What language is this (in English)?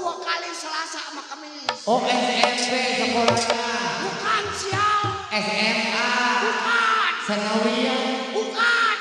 Betawi